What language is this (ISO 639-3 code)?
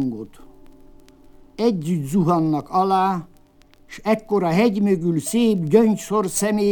hun